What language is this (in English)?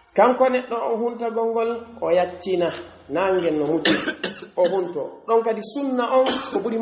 Pular